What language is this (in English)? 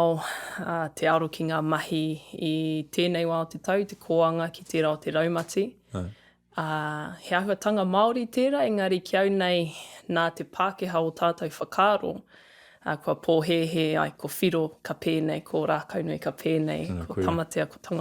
Māori